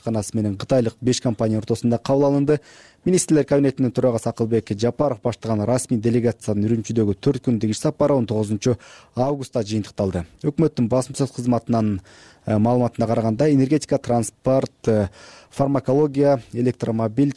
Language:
Kyrgyz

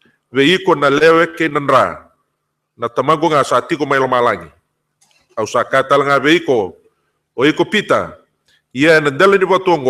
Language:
Fijian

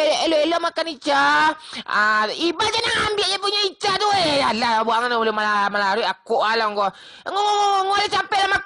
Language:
Minangkabau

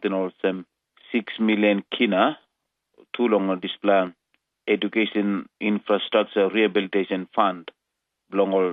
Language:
Tok Pisin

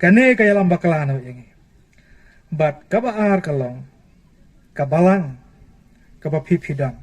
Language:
Khasi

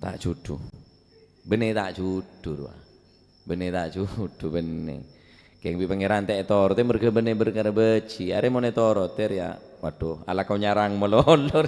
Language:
Madurese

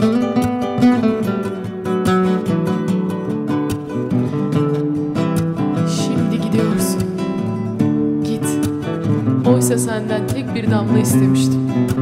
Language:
Turkish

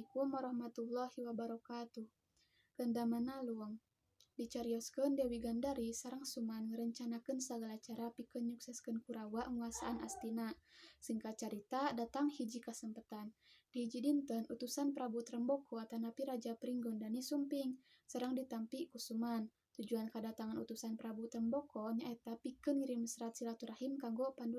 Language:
Sundanese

